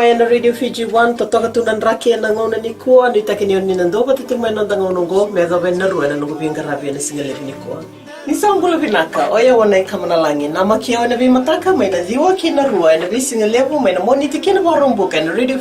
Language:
Fijian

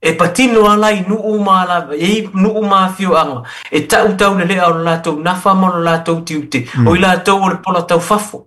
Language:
Samoan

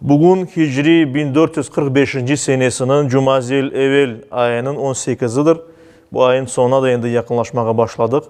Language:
Crimean Tatar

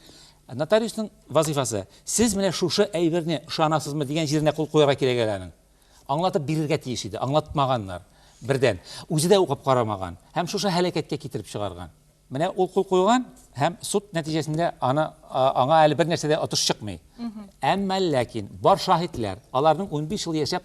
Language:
Tatar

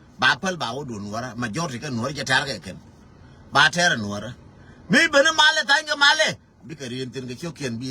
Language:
Nuer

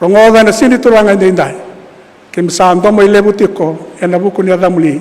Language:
Fijian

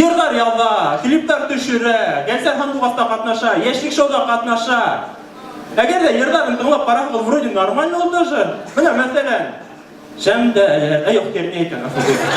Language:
Bashkir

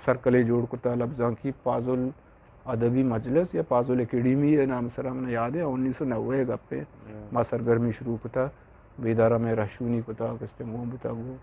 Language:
Eastern Balochi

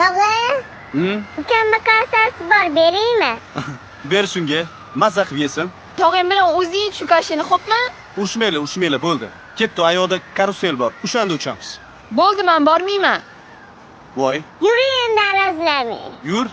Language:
Uzbek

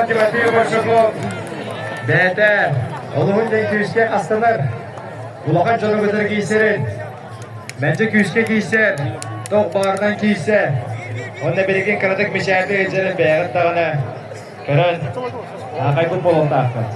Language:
Yakut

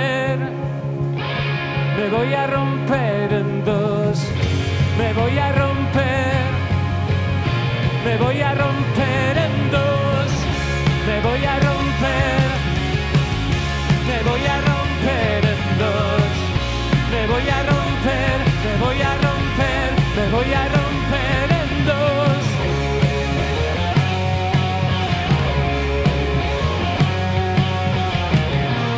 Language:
Spanish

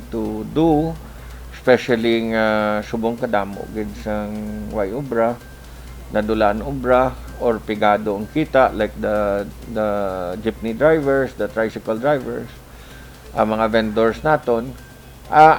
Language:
Hiligaynon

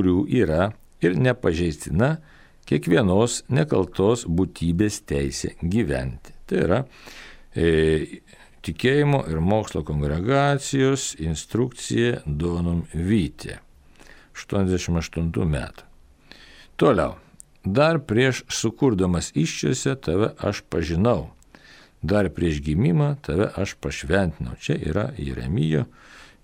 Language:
Lithuanian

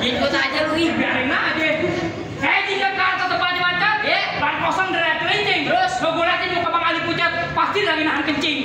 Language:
Betawi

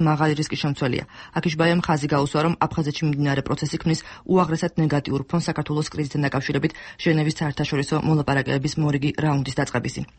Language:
Georgian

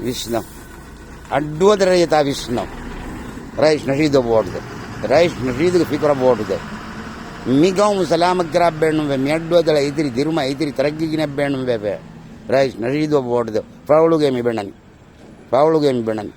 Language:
Divehi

